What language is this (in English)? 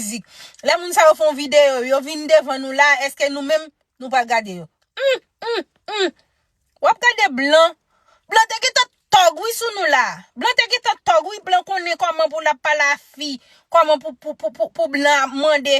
Haitian Creole